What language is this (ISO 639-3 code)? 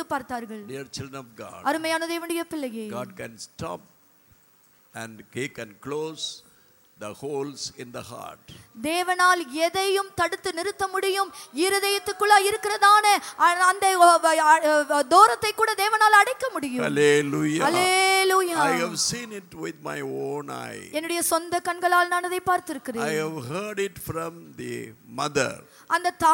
tam